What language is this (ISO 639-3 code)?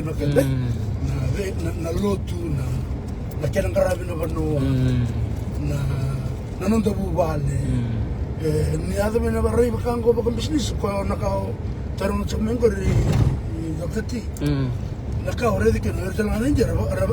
fij